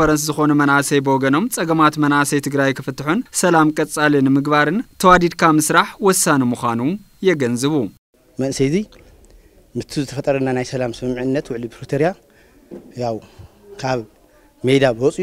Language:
Tigrinya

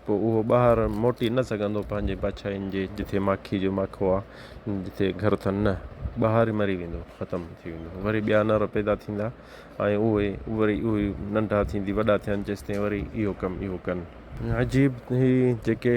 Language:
Sindhi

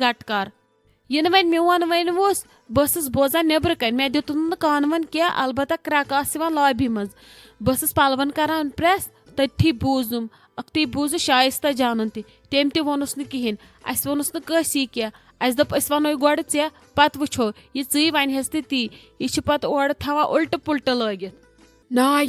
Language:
Kashmiri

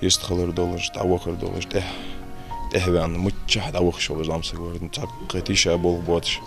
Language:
Ingush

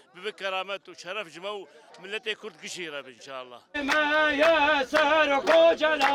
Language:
Kurdish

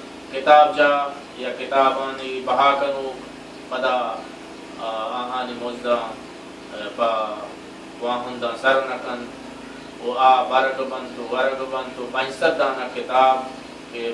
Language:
Baluchi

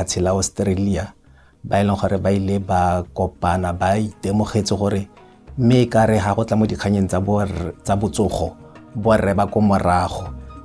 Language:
Tswana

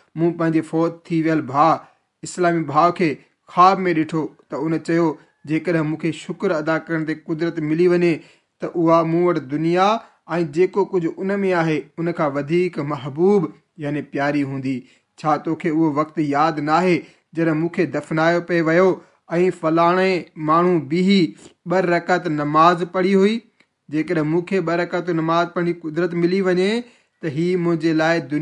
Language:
Sindhi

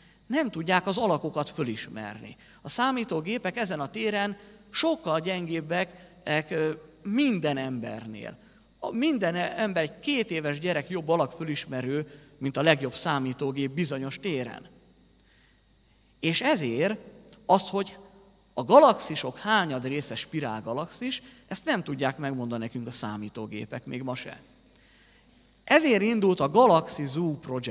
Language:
Hungarian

